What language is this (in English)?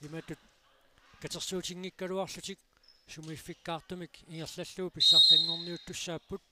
Kalaallisut